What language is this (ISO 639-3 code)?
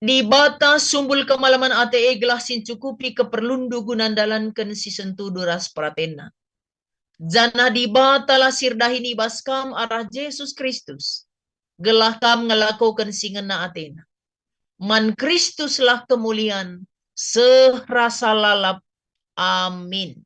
btx